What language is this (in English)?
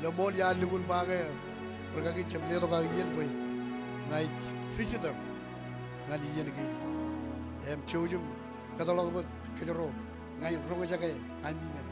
Marshallese